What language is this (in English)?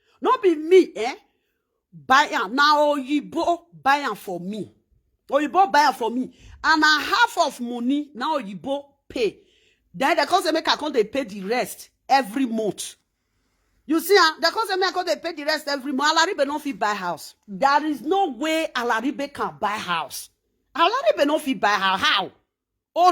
Nigerian Pidgin